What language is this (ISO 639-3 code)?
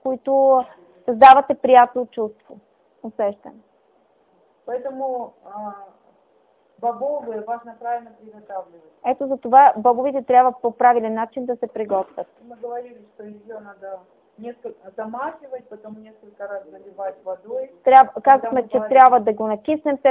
bul